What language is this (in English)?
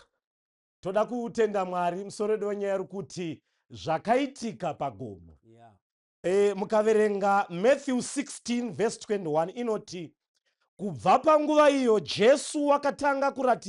Shona